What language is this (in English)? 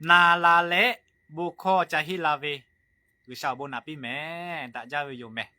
Lahu